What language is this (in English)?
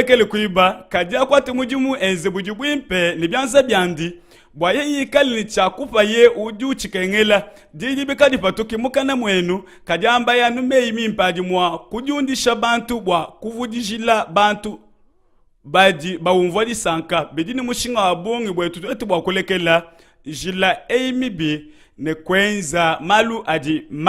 Luba-Lulua